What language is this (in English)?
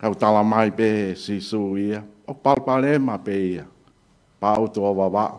Tongan